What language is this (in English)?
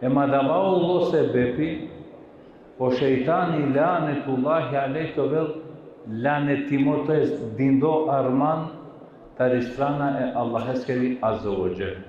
Balkan Romani